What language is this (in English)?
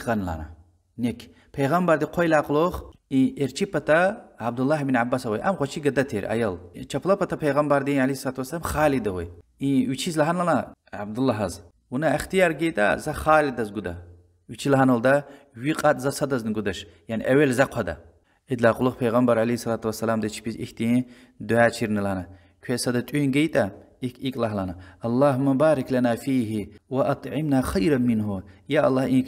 Lezghian